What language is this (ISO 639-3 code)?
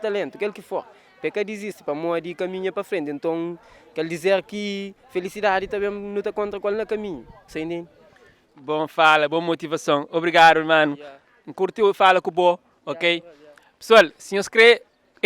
kea